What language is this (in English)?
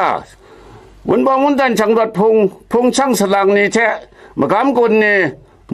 Kachin